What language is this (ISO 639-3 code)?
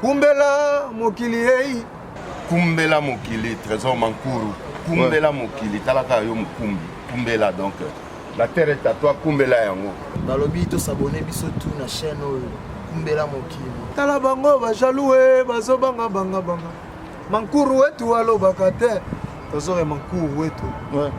lin